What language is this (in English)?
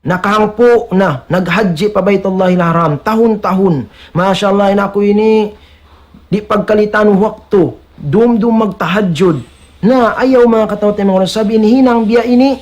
Tausug